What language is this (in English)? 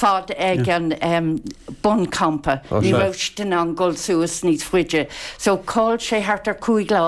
Irish